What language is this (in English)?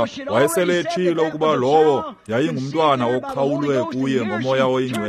Xhosa